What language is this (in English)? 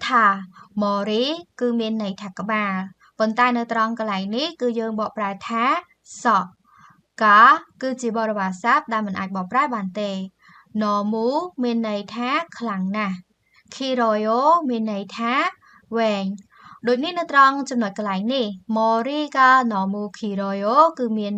Khmer